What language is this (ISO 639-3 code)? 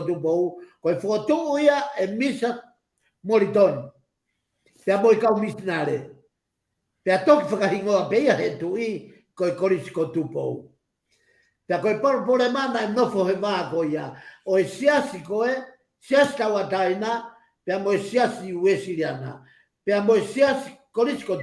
ton